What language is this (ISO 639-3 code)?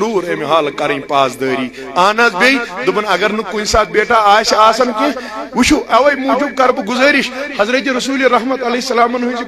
kas